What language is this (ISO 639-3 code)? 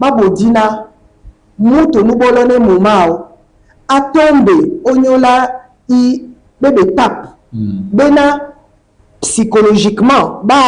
dua